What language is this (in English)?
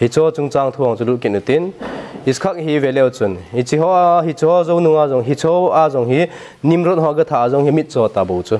Thado Chin